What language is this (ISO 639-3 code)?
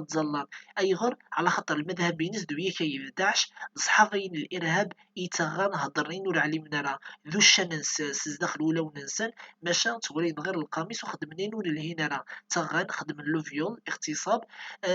kab